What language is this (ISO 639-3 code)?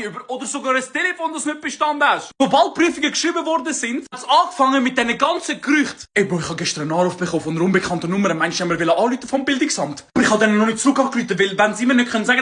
gsw